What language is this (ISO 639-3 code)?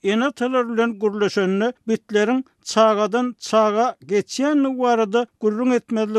tuk